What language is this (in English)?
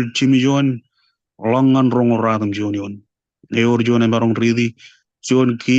Marshallese